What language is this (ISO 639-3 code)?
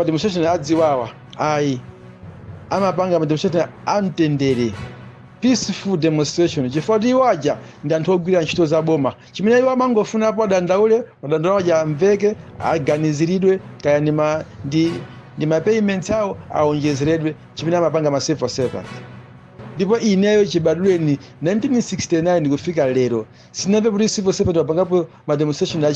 nya